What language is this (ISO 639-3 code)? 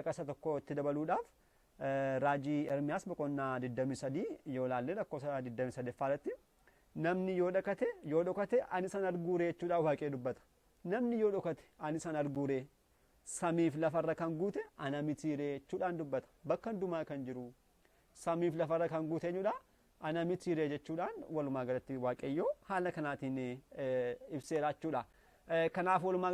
orm